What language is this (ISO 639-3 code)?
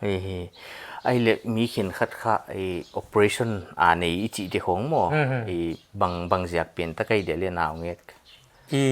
pck